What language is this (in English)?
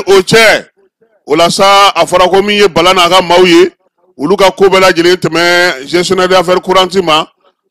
Bambara